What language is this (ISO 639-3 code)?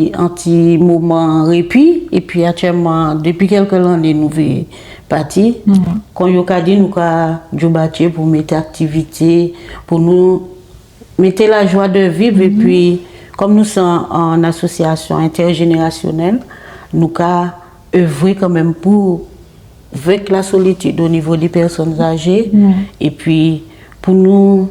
gcf